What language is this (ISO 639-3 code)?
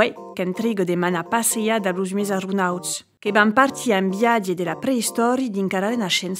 oci